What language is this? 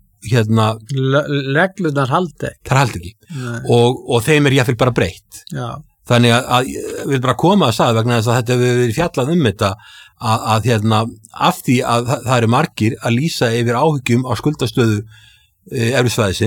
Icelandic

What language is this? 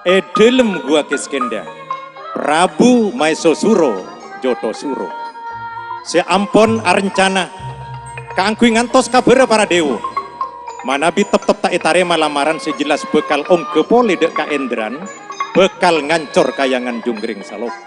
Madurese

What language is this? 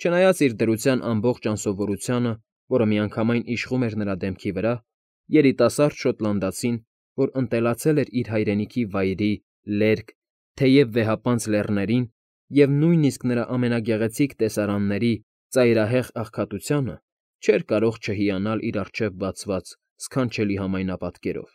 Armenian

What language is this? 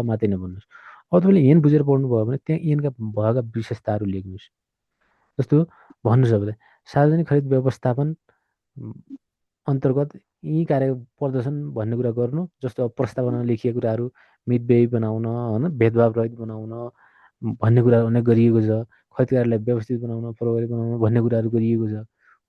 Nepali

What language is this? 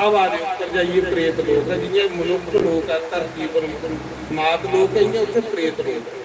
Dogri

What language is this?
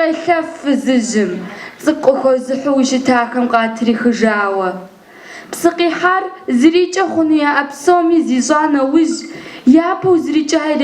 Kabardian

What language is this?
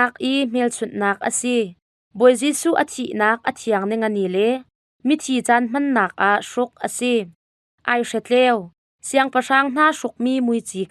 Hakha Chin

